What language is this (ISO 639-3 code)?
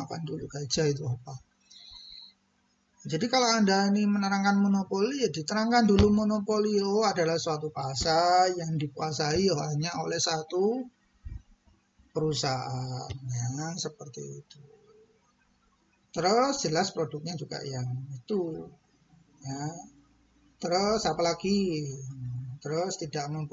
ind